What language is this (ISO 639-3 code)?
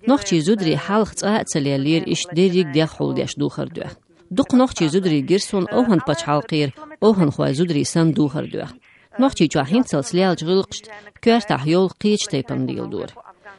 che